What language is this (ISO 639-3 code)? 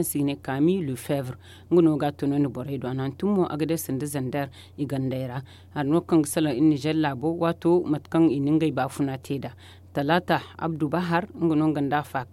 dje